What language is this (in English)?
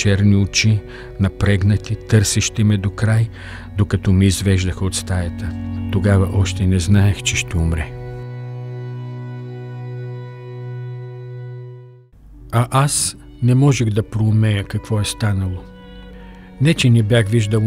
Bulgarian